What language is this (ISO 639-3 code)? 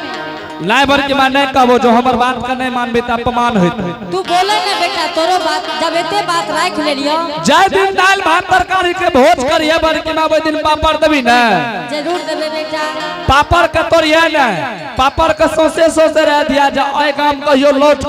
anp